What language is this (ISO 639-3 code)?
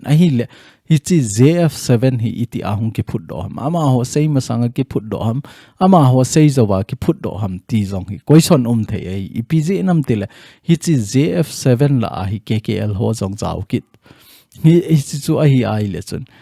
tcz